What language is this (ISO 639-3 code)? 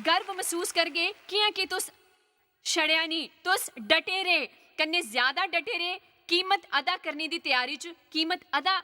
doi